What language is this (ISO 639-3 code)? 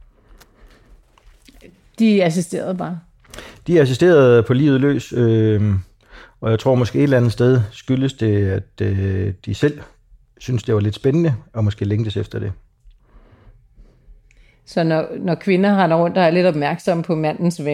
dan